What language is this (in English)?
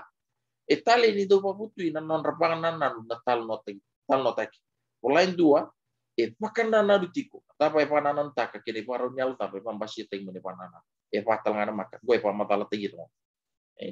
Fijian